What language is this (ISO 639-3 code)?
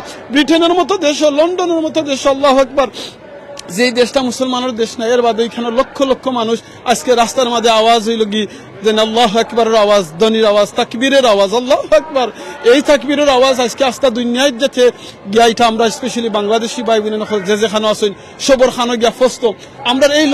syl